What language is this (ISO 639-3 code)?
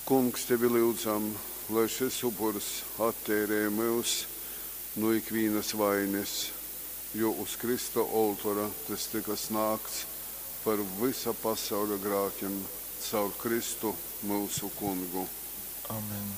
ltg